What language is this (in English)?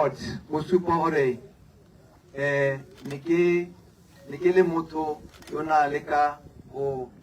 Tswana